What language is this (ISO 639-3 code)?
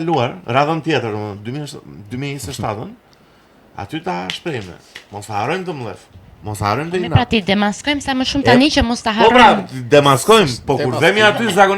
sqi